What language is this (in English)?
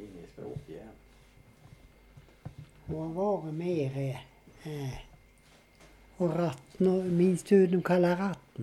Swedish